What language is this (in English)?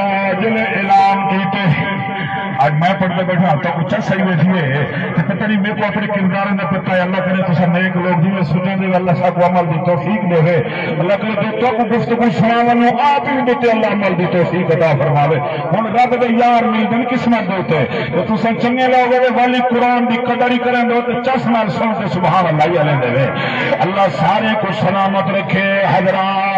Saraiki